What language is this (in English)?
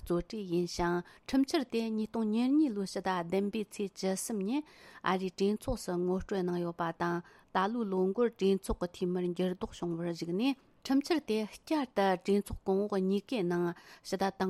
Tibetan